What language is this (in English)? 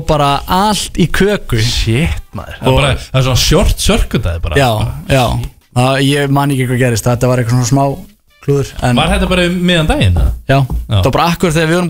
Icelandic